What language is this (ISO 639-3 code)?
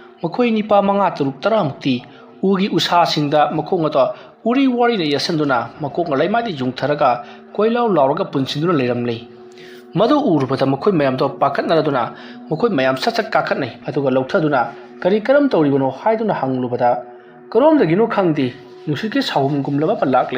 mni